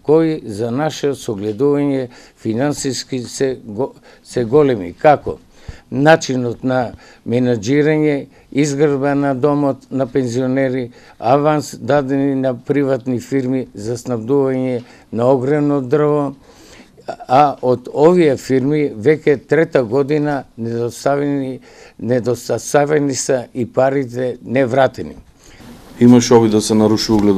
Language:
Macedonian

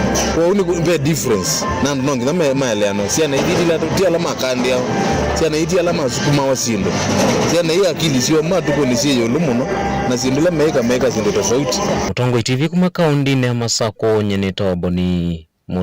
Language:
Kamba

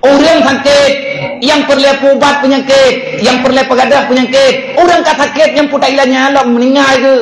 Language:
Achinese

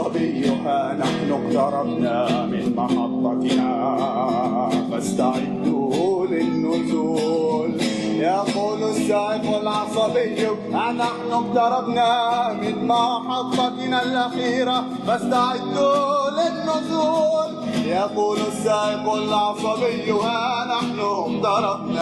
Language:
Arabic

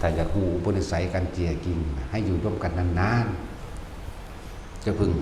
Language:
Northeastern Thai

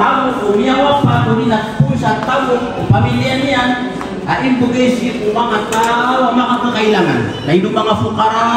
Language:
Maranao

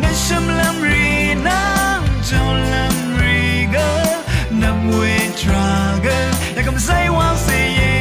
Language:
Rawang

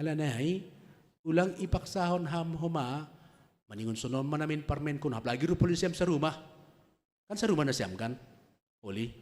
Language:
Batak Simalungun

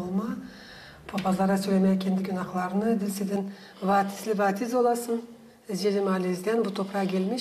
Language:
Gagauz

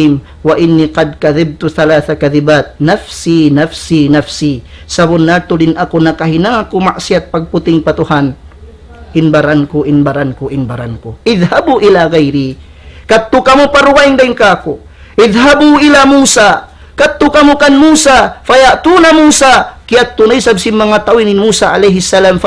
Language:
Tausug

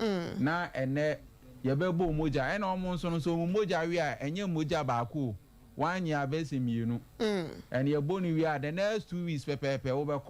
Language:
Akan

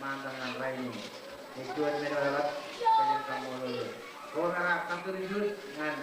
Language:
Marshallese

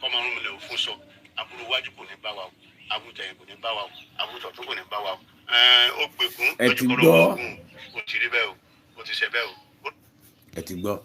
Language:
Yoruba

